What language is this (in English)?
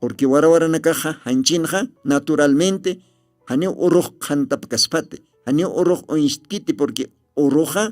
Aymara